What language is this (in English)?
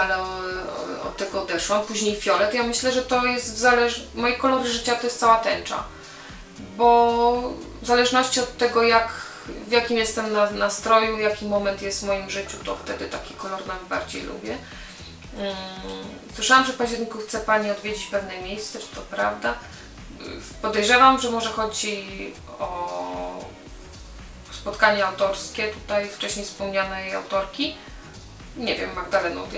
Polish